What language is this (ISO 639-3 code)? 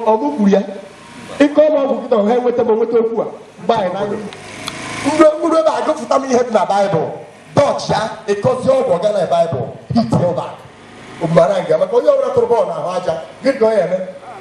ibo